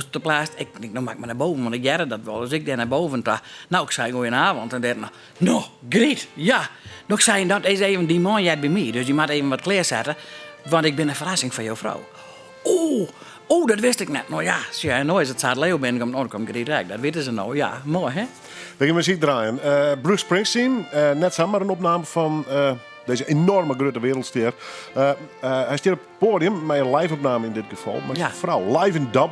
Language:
Western Frisian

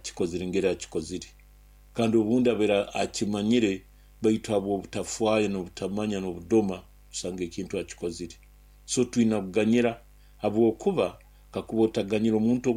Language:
Nyoro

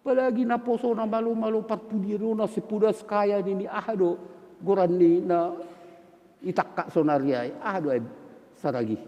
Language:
Batak Simalungun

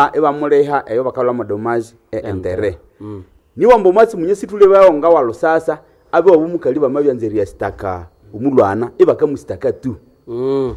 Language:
Nande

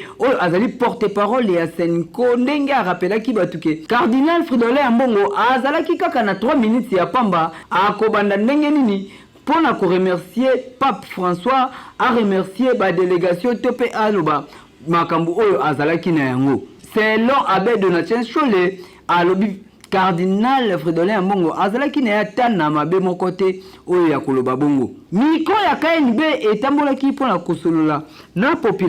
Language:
Lingala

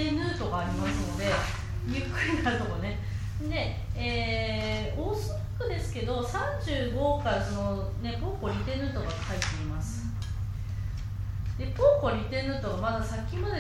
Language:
Japanese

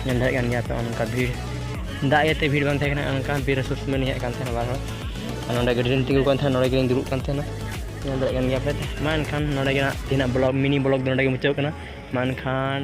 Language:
Santali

